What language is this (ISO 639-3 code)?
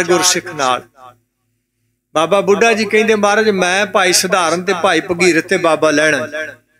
pan